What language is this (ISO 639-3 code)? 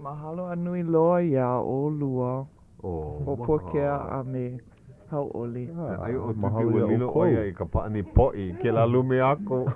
haw